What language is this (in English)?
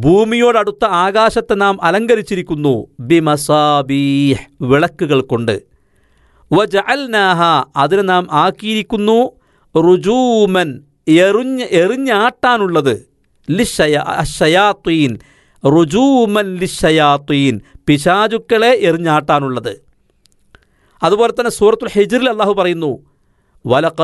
Malayalam